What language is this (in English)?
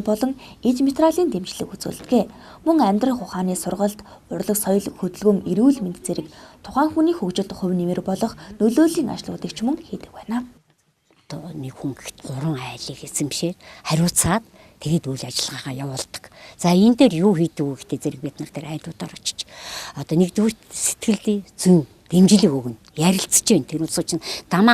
Mongolian